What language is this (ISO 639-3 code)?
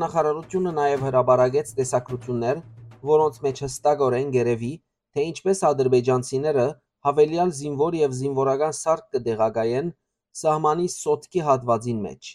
hyw